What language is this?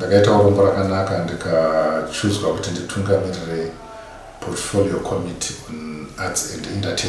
Shona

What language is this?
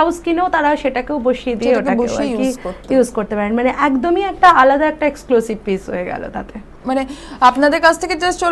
Bangla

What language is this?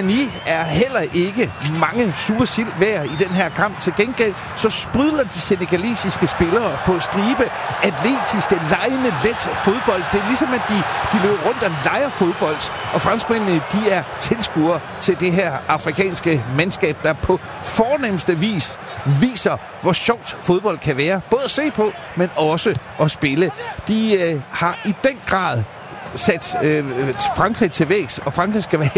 Danish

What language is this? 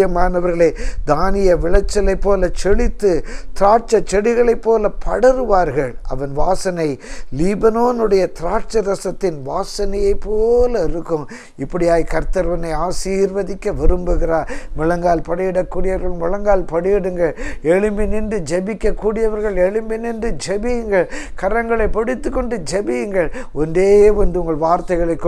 Tamil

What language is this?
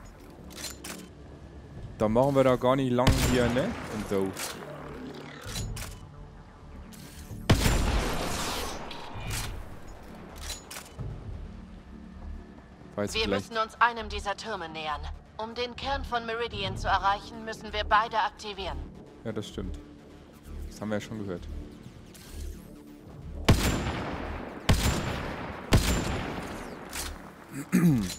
German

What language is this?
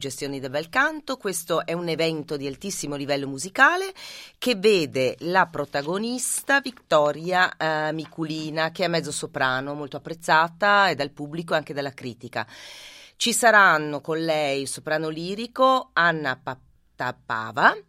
Italian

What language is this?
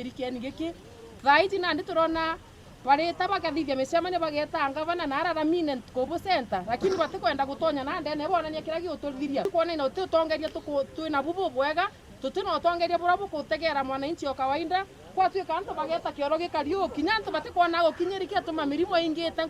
Meru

